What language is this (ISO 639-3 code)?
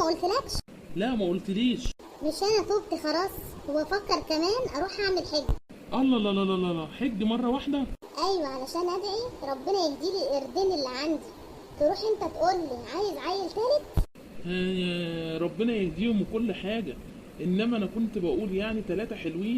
arz